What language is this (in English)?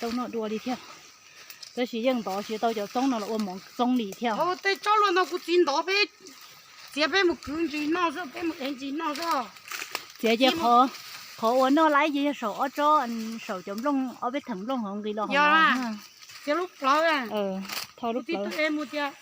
Hmong